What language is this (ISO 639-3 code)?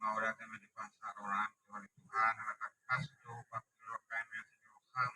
bbc